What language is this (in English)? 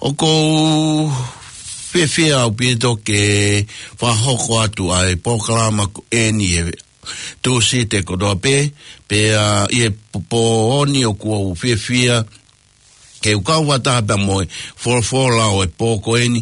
Tongan